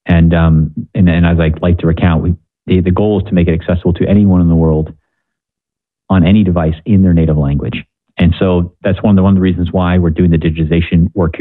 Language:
English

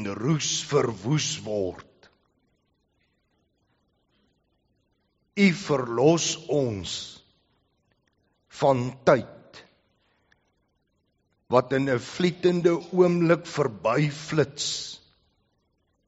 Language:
Afrikaans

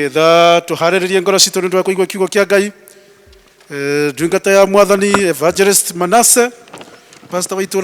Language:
Kikuyu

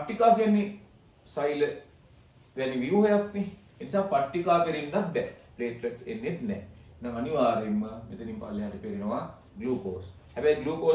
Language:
Sinhala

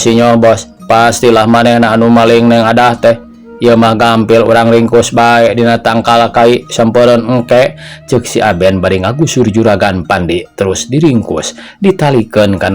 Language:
Sundanese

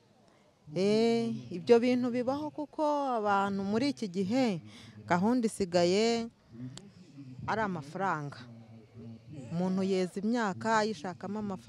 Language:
Kinyarwanda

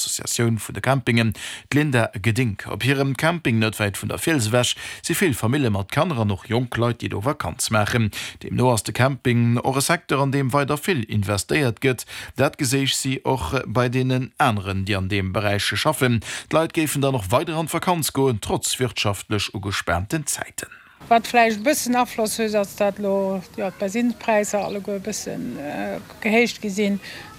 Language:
Luxembourgish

